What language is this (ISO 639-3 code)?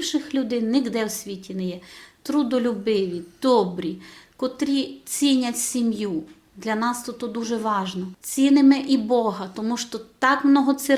rue